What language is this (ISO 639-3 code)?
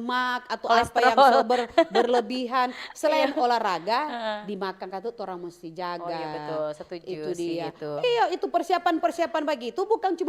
xmm